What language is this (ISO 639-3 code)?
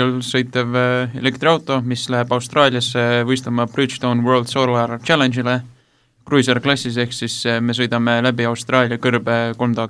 est